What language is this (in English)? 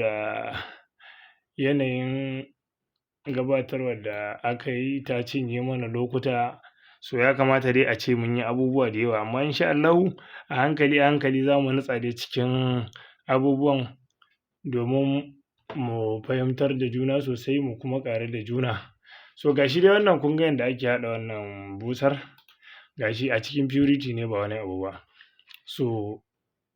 Hausa